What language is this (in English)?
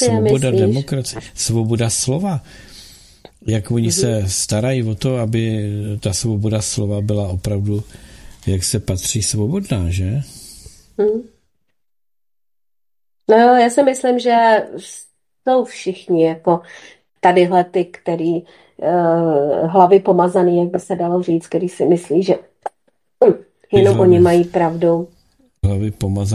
Czech